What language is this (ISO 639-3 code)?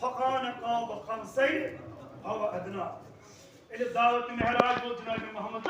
kas